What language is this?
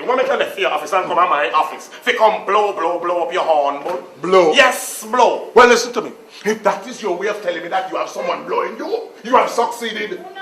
Jamaican Creole English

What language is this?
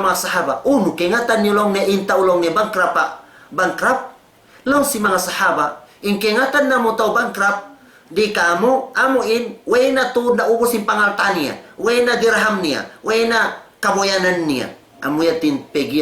Tausug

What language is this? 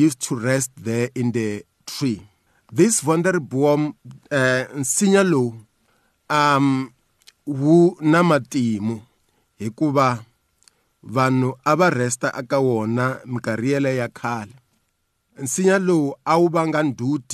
Tsonga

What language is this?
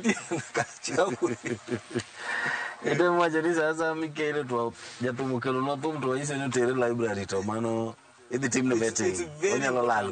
Luo (Kenya and Tanzania)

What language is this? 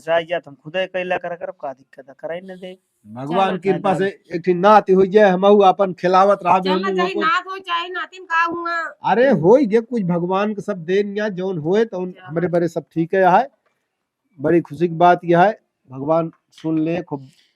Awadhi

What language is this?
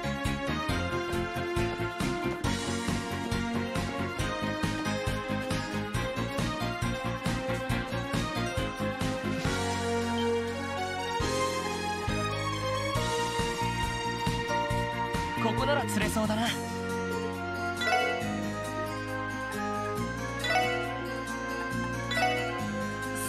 Japanese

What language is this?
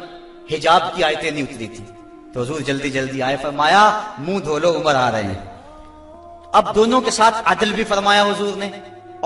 Urdu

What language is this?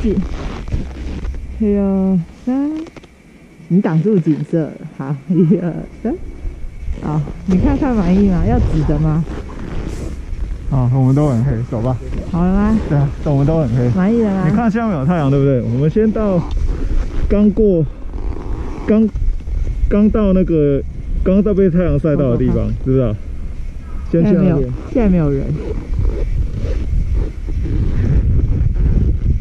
Chinese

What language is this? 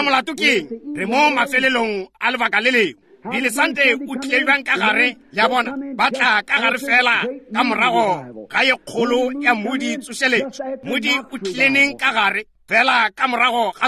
Northern Sotho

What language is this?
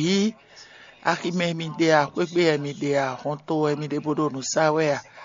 Fon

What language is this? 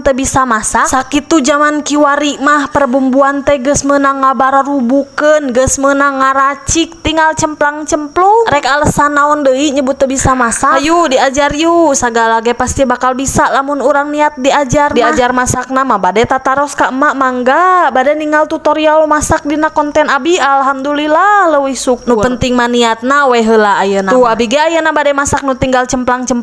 Sundanese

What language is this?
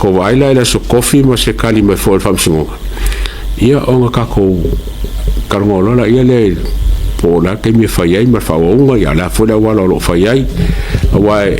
Samoan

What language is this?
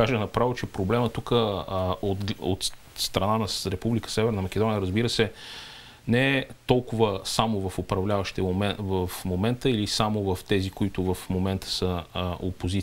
Bulgarian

